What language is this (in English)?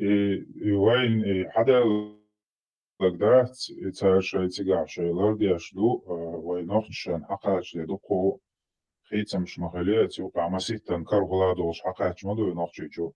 Chechen